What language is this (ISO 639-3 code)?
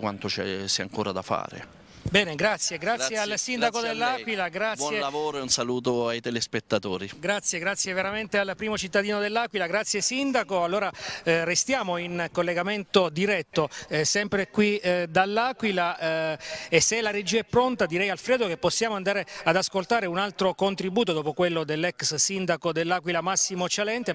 ita